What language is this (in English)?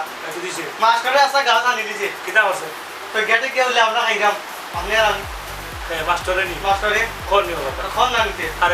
Sylheti